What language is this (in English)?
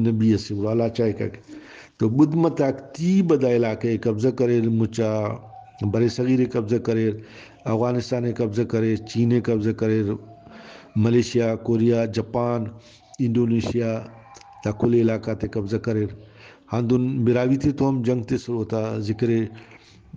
Brahui